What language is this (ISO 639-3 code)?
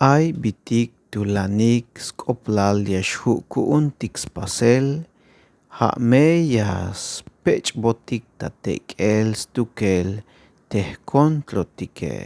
tzh